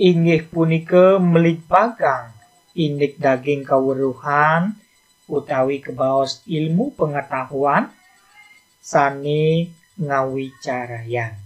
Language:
Balinese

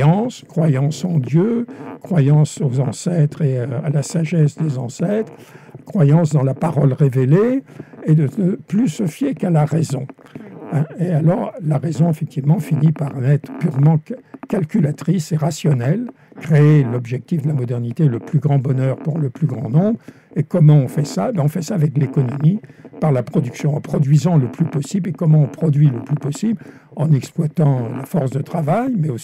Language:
French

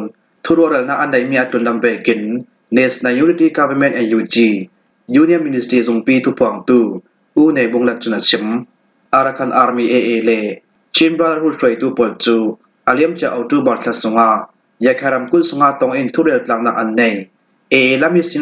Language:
Falam Chin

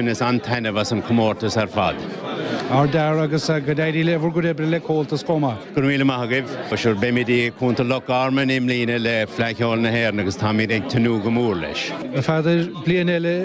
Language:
Irish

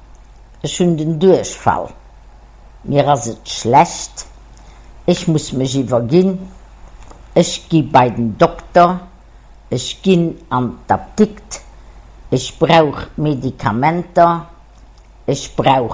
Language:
Luxembourgish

